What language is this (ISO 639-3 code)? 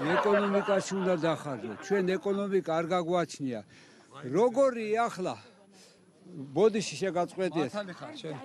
kat